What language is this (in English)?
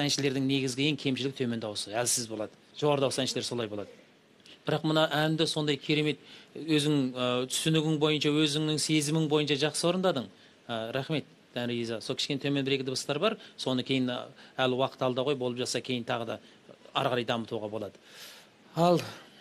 Kazakh